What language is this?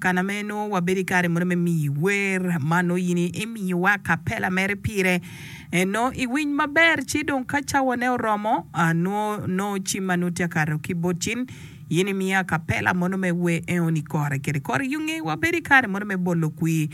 Acoli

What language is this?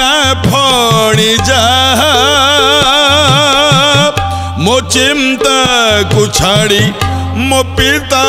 Odia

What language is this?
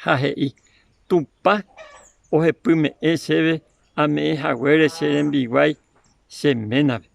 Guarani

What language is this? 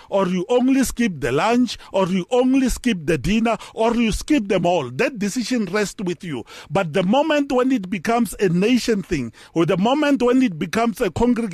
English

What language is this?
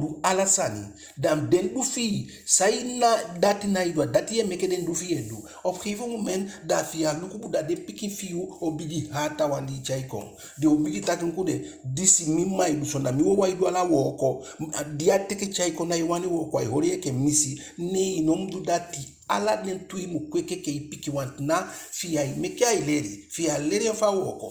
Eastern Maroon Creole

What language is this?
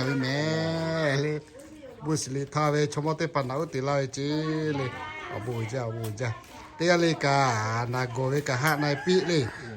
Lahu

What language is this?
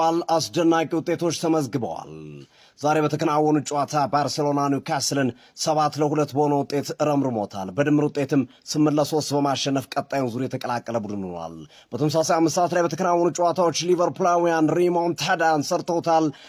Amharic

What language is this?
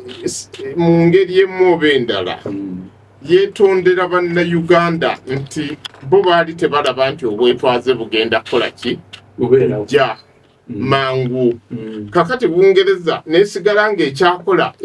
Ganda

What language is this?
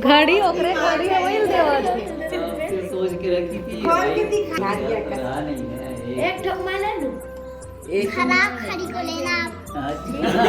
Chhattisgarhi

